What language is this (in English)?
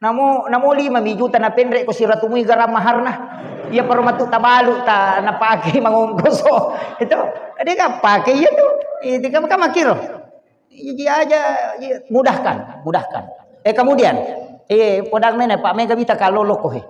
Buginese